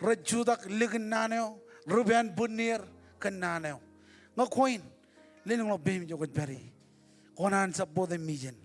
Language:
Marshallese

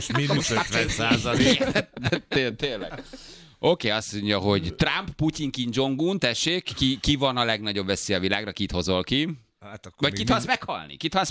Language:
Hungarian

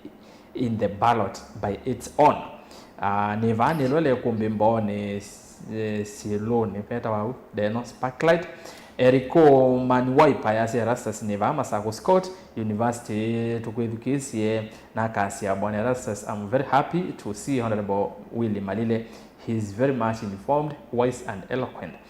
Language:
Kamba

